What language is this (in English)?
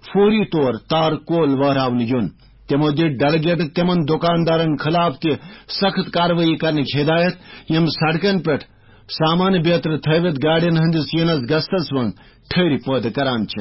Kashmiri